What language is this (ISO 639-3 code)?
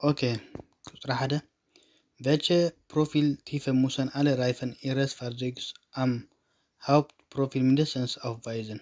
tir